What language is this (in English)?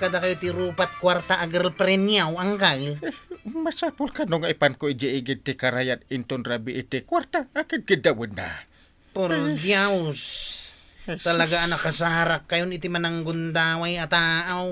Iloko